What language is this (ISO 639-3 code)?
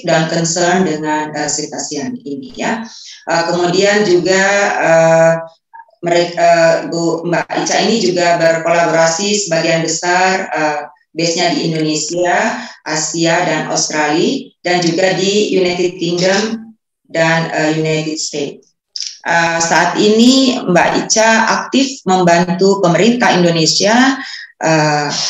ind